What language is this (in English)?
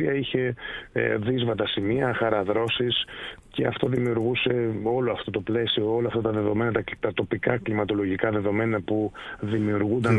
Greek